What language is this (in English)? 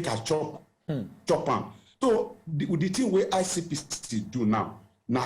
Nigerian Pidgin